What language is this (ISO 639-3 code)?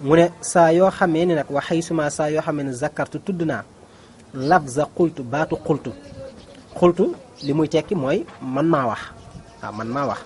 wol